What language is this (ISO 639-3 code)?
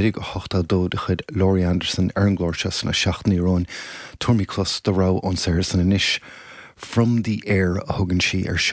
gle